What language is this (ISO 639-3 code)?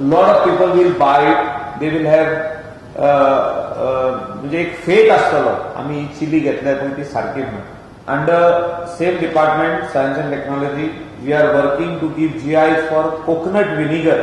kok